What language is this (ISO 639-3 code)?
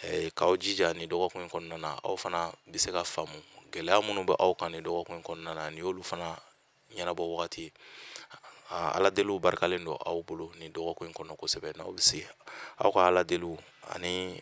bam